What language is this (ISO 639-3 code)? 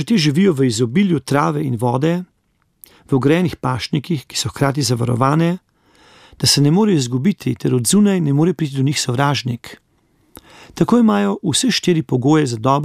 slv